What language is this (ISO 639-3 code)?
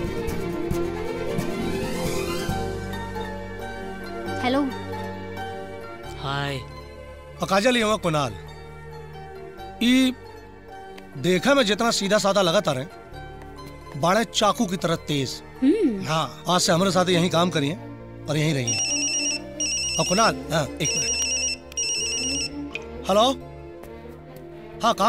bho